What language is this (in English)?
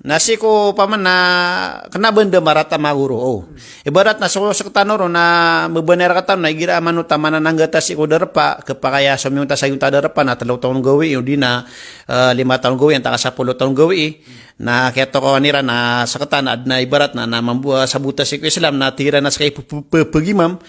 Maranao